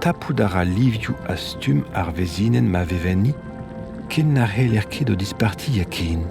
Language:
Breton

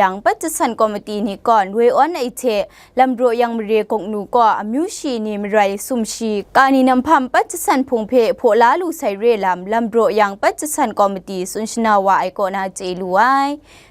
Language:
Kachin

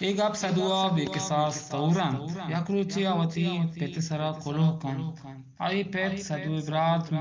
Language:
Eastern Balochi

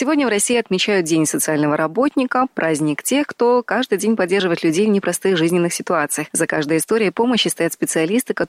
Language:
Russian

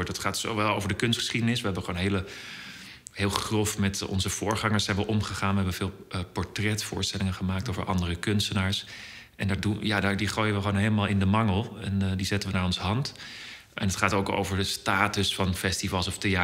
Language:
Dutch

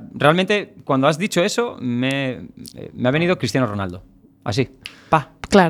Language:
Spanish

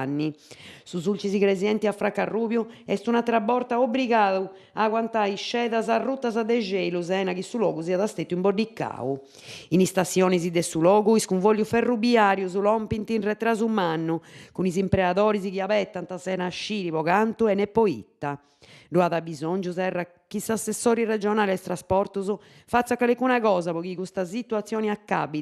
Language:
Sardinian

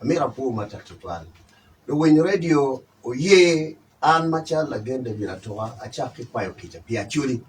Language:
Acoli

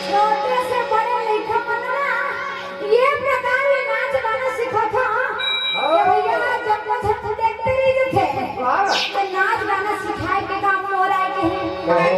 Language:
Chhattisgarhi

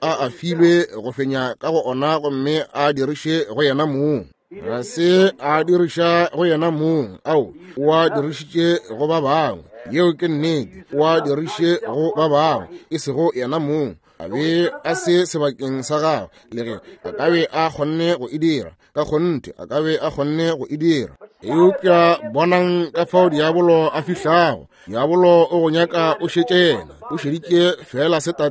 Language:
Northern Sotho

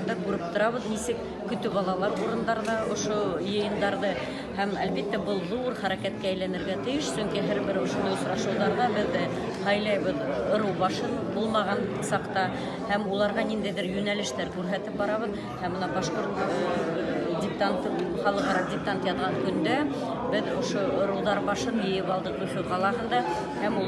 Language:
Bashkir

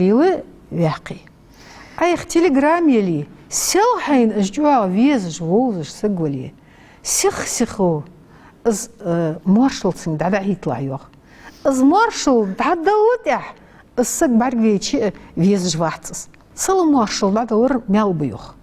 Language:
Ingush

